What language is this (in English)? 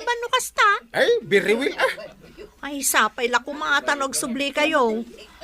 Iloko